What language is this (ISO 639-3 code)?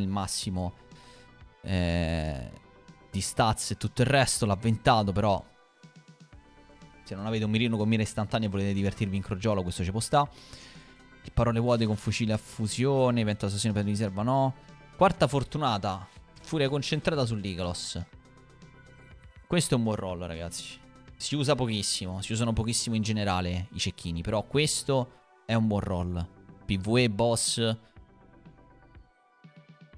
ita